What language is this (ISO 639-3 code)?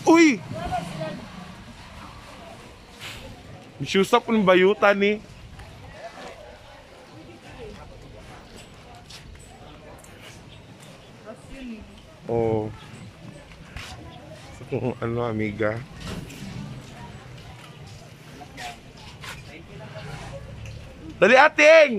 fil